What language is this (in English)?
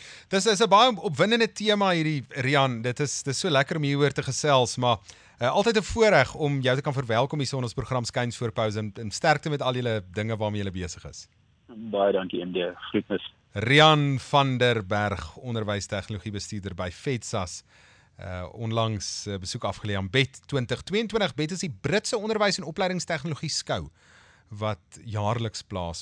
Afrikaans